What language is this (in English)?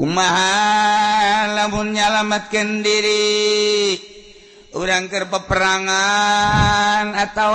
Sundanese